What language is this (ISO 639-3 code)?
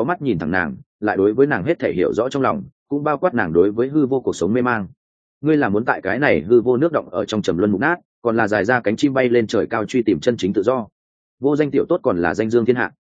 vie